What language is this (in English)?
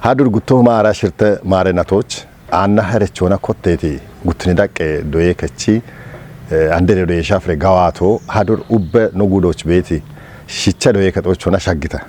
Kafa